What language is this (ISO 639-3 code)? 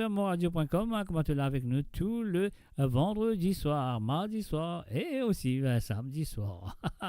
mfe